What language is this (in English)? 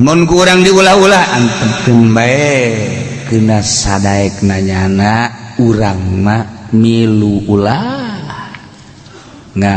Sundanese